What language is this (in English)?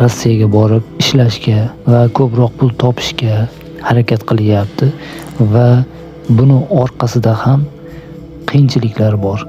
Uzbek